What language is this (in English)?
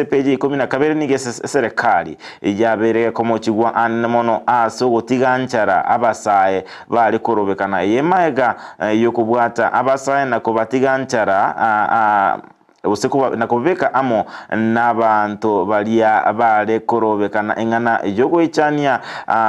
Gusii